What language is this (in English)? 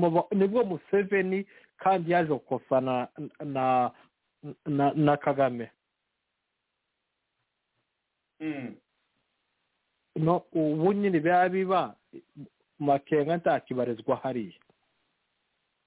Kinyarwanda